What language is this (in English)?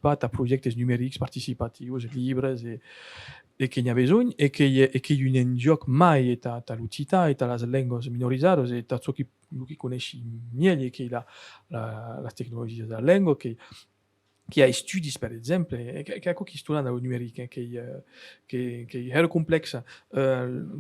Occitan